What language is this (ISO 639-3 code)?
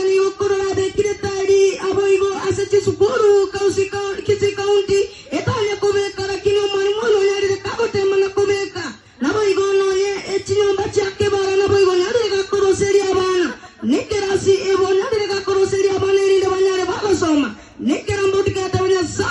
guz